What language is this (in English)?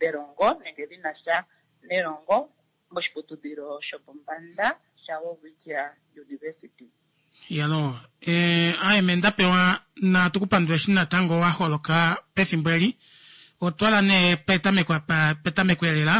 Kuanyama